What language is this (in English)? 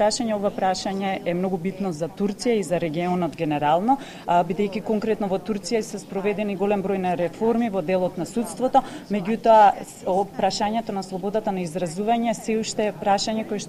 Macedonian